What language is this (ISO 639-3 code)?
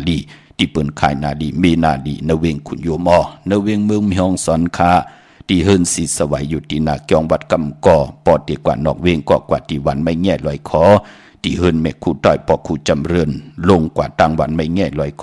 shn